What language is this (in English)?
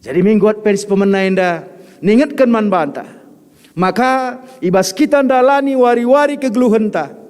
Batak Karo